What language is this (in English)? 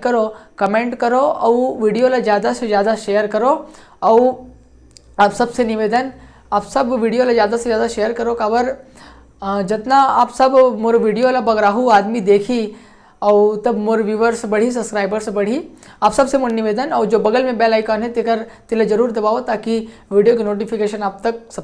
Chhattisgarhi